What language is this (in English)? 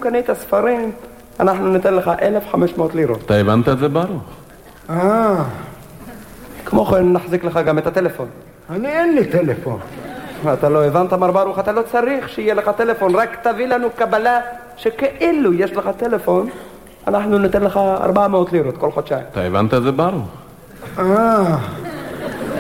Hebrew